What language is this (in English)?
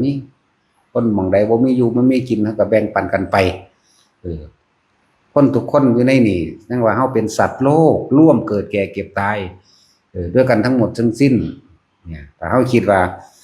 Northeastern Thai